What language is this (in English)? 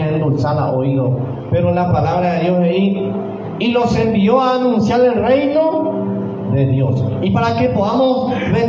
Guarani